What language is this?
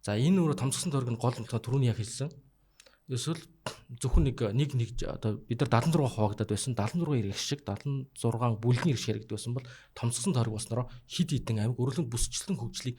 Mongolian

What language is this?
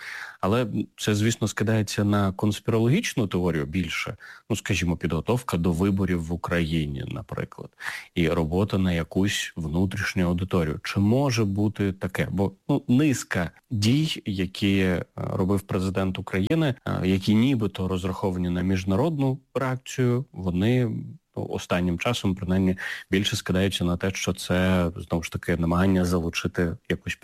Ukrainian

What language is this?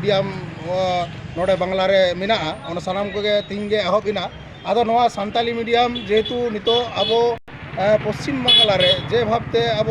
Santali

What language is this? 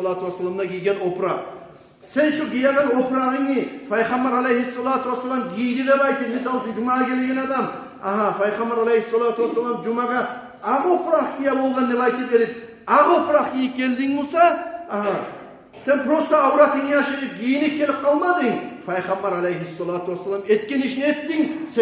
Kumyk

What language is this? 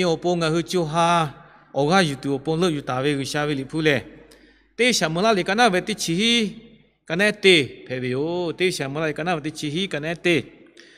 Lahu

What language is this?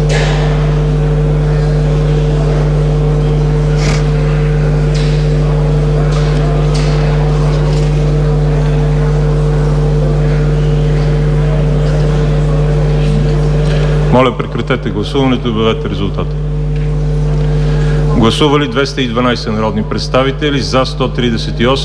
Bulgarian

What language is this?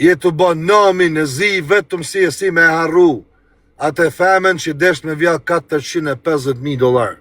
Albanian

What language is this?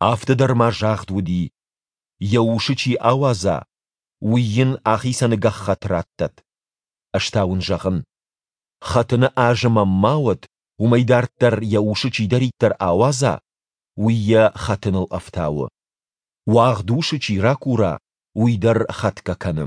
Ossetic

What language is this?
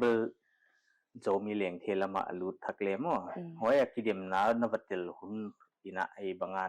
Paite Chin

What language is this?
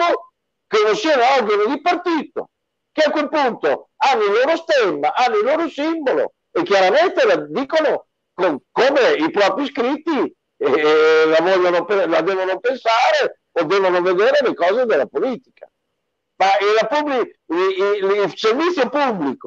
Italian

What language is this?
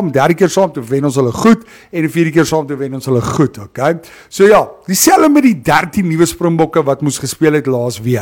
Afrikaans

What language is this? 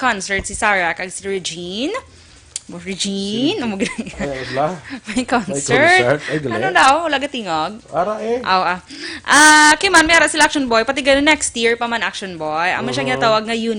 Hiligaynon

